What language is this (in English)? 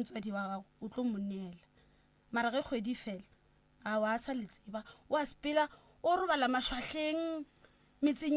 Northern Sotho